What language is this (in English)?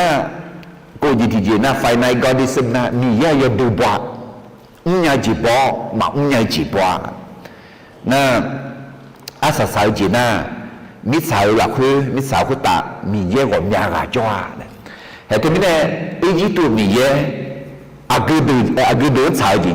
Akha